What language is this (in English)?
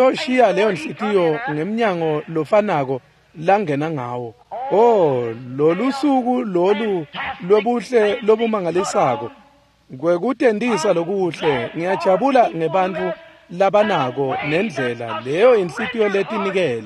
Swati